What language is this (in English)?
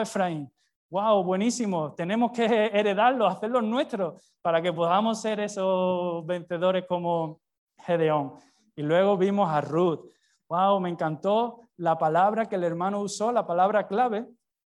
Spanish